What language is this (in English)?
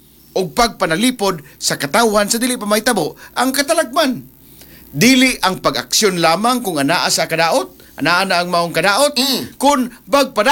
Cebuano